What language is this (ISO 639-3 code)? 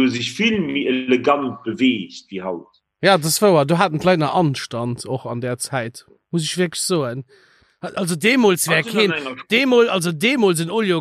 ltz